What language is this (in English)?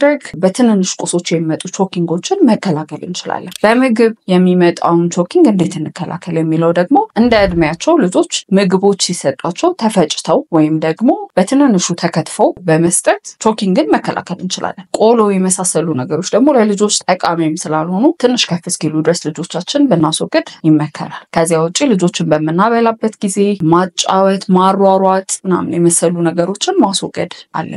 Amharic